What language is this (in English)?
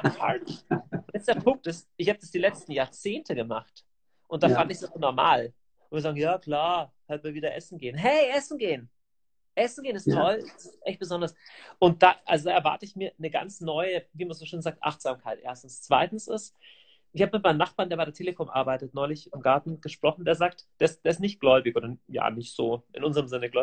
German